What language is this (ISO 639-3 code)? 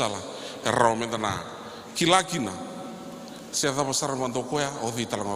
fij